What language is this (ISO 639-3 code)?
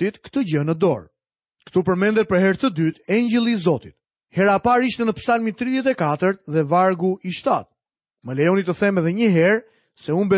sqi